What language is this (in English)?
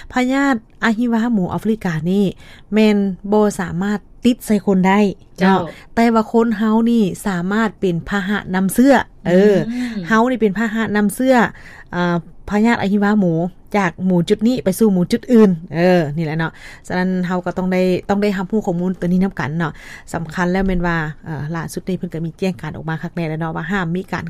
Lao